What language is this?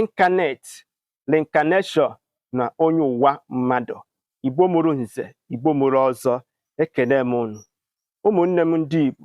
Igbo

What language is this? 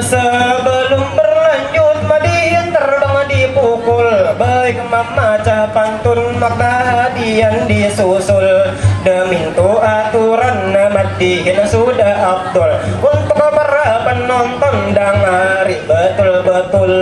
Banjar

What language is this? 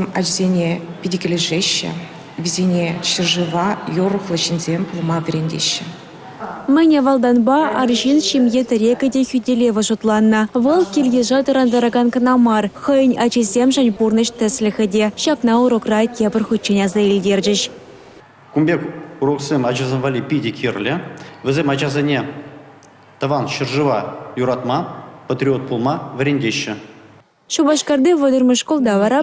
Chuvash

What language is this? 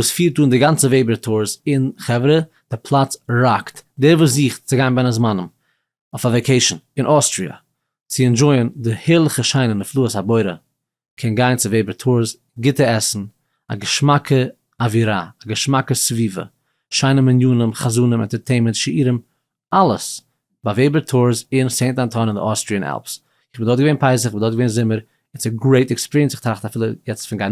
Yiddish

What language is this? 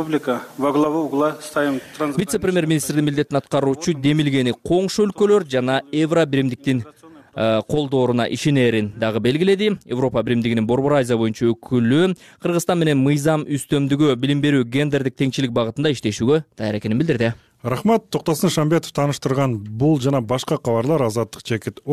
Kyrgyz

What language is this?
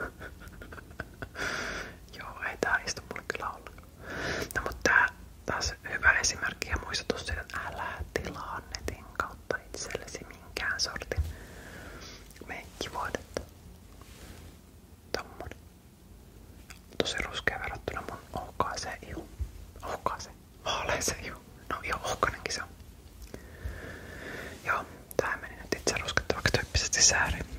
Finnish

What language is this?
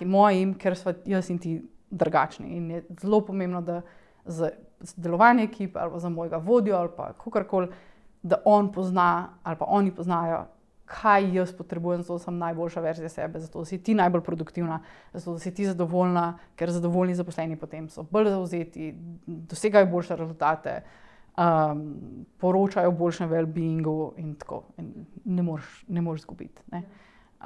Slovenian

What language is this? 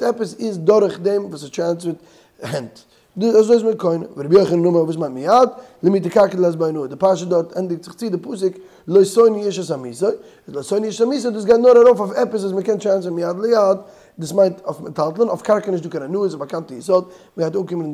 Yiddish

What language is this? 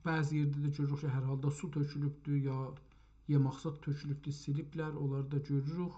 South Azerbaijani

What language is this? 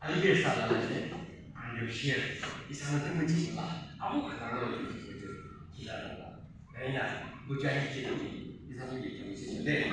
Yimchungru Naga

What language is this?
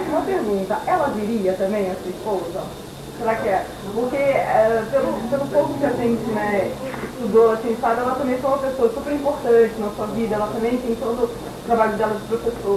Portuguese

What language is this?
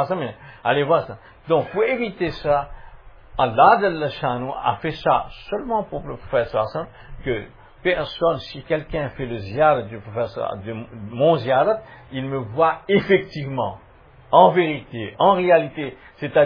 French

